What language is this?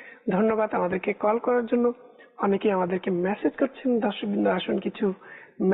Bangla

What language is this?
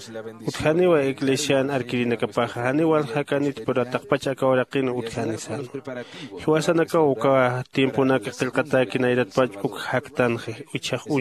Aymara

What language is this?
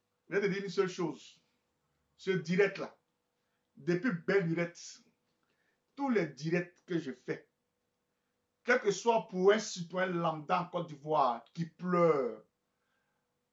French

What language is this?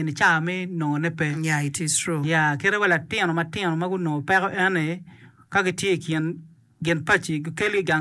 Acoli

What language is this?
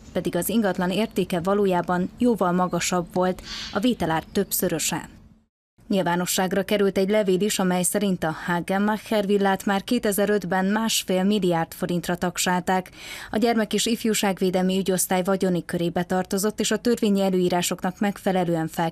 Hungarian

